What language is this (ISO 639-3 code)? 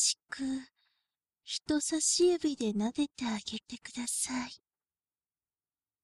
jpn